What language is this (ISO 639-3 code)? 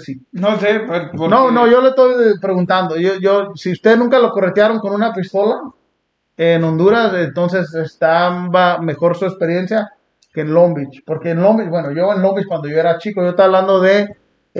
spa